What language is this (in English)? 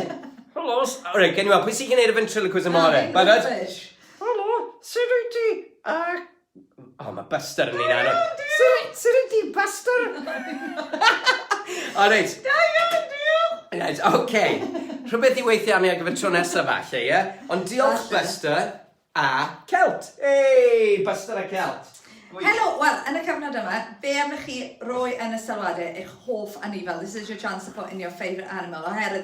Welsh